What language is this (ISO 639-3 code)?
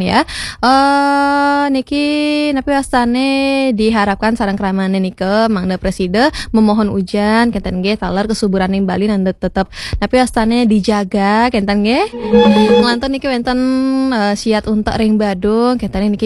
ban